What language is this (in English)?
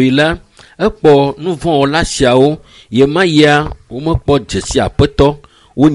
Ewe